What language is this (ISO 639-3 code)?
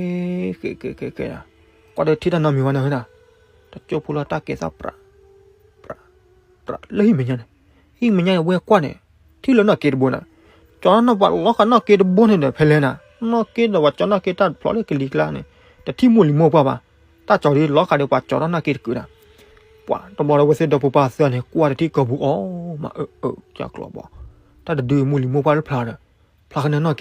ksw